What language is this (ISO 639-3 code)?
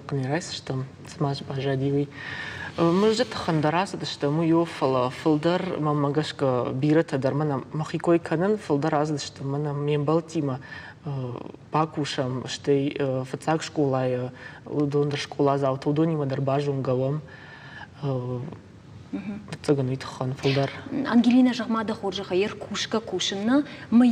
oss